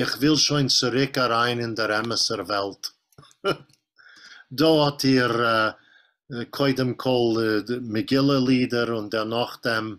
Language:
Yiddish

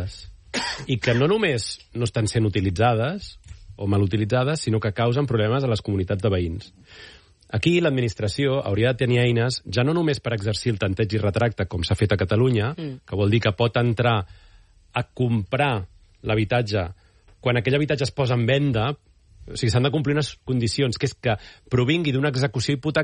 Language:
Catalan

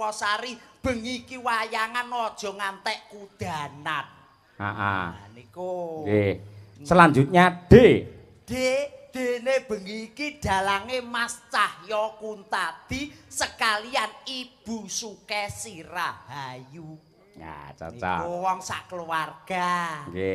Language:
Javanese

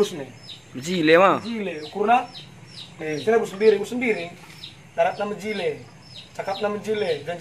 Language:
Batak Karo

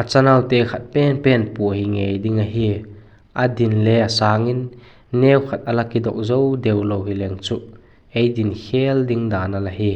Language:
Vaiphei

